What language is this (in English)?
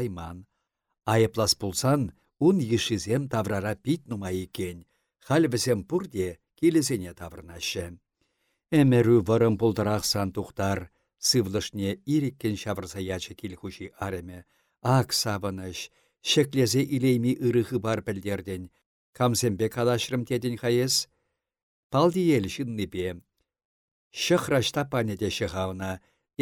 Chuvash